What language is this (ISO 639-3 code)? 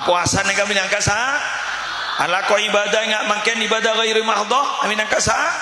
mad